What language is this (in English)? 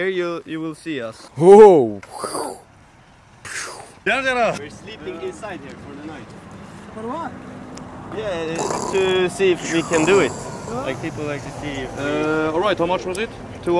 Swedish